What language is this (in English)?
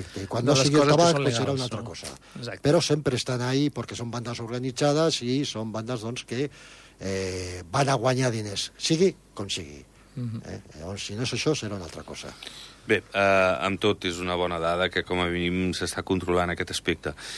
Catalan